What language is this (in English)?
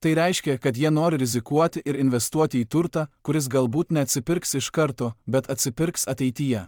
Lithuanian